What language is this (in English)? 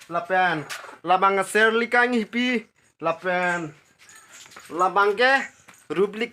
Karbi